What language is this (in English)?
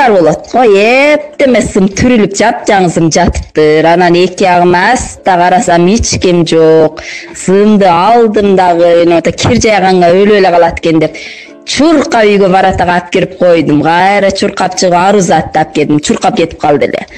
Kyrgyz